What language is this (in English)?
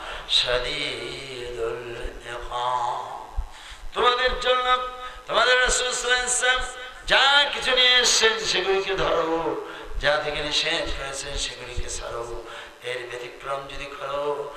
Bangla